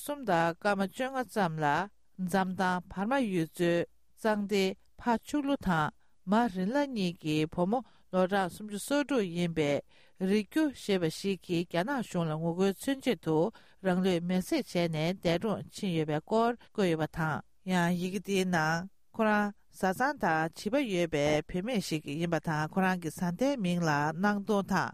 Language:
Tibetan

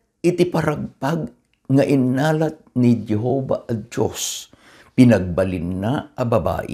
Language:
Iloko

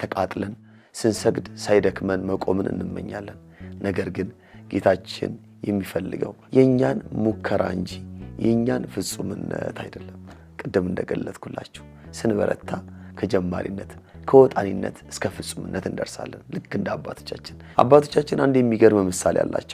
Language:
Amharic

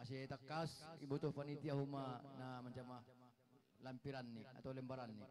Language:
Batak Simalungun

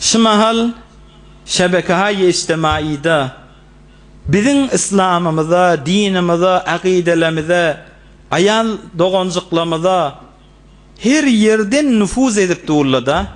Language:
Turkmen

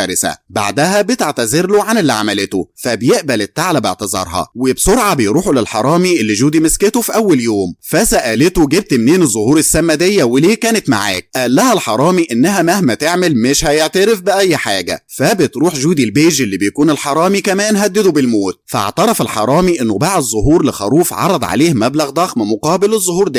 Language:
Egyptian Arabic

